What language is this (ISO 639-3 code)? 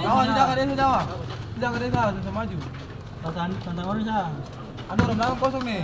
abs